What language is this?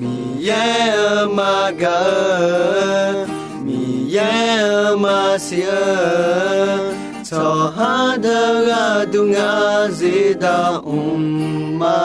Akha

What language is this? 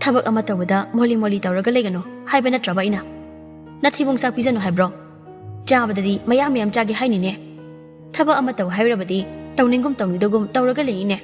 Manipuri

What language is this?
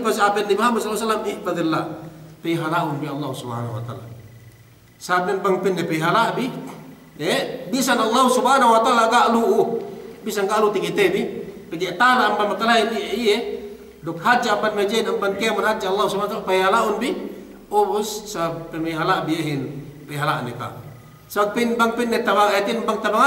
Yakan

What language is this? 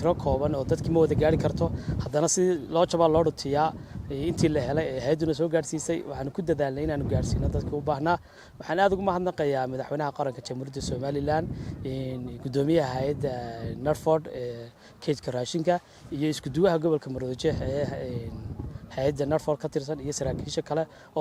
Somali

